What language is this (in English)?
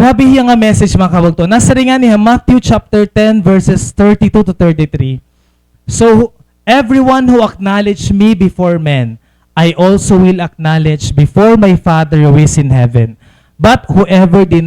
Waray